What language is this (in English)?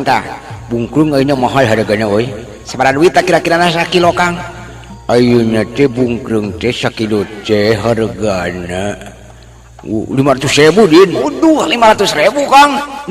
Sundanese